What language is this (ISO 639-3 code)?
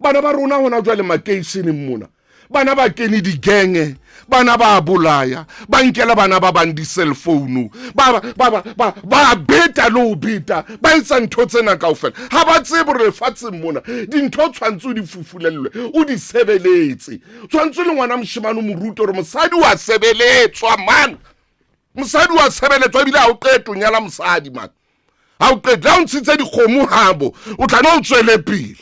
sot